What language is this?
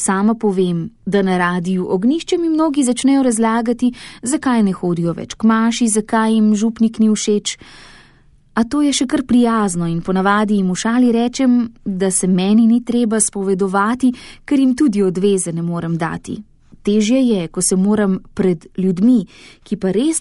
Slovenian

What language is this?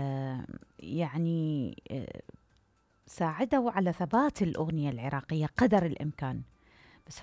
Mesopotamian Arabic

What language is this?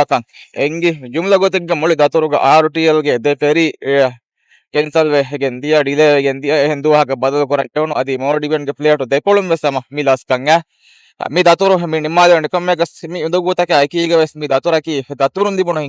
Divehi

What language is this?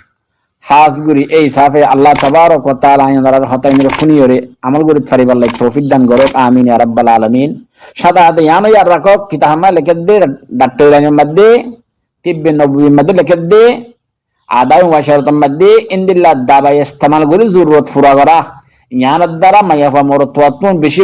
Rohingya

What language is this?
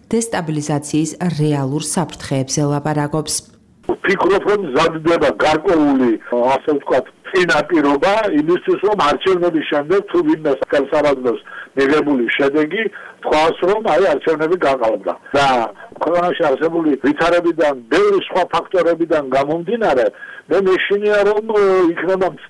Georgian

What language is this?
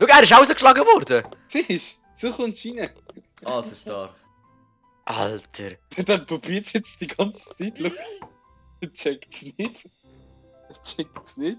Swiss German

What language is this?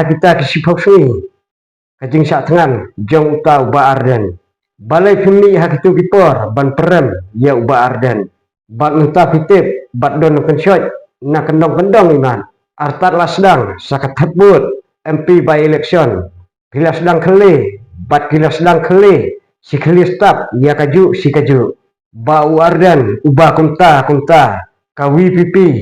Khasi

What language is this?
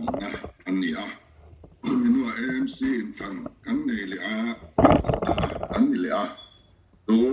Mizo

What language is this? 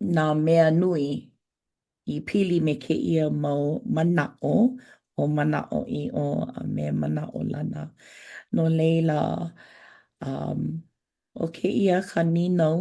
Hawaiian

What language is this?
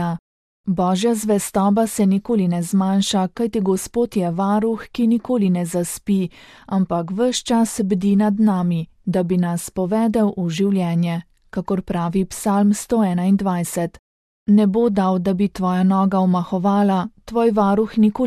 Slovenian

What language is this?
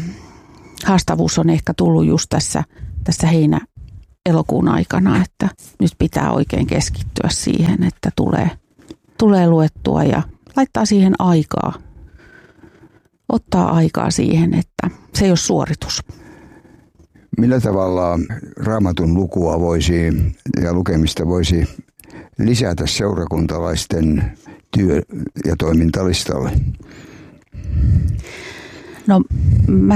Finnish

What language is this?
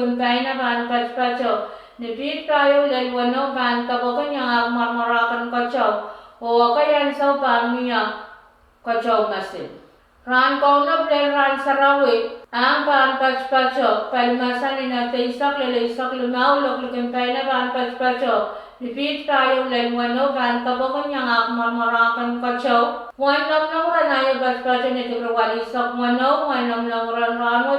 Pohnpeian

